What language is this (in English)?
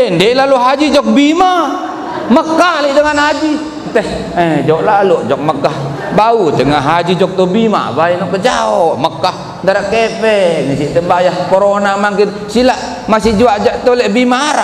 Sasak